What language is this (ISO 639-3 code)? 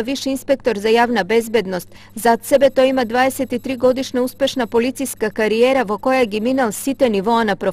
mkd